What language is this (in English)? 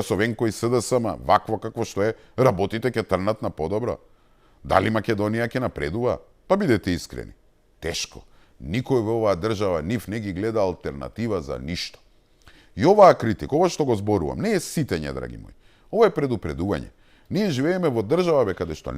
Macedonian